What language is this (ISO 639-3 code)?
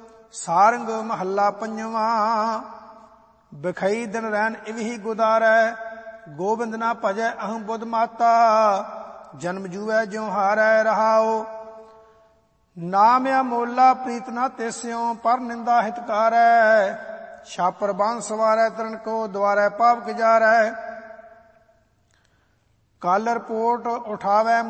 pan